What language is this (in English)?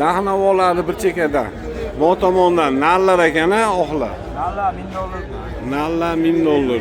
Uzbek